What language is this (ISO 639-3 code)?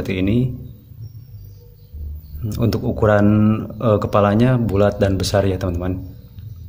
ind